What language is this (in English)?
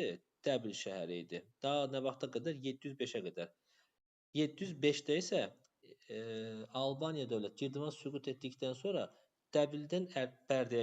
Azerbaijani